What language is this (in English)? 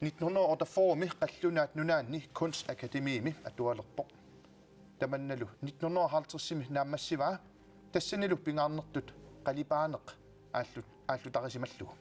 Kalaallisut